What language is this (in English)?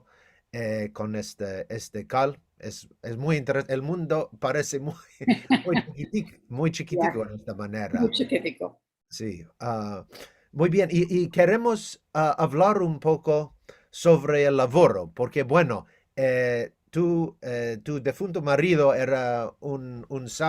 Ladino